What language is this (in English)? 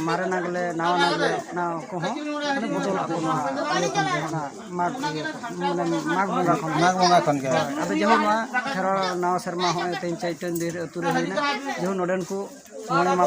Santali